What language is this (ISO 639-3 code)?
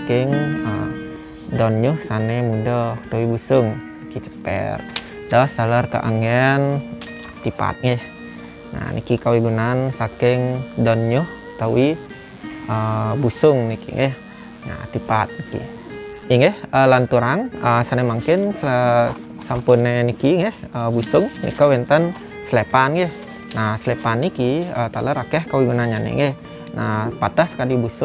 ban